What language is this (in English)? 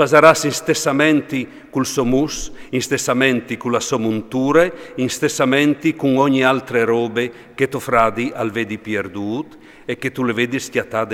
Friulian